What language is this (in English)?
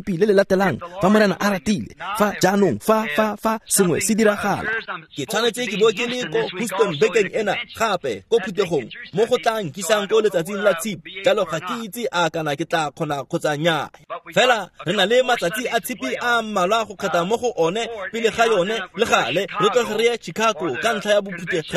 Tswana